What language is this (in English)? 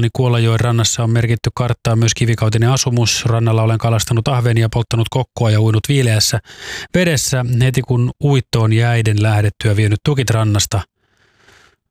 Finnish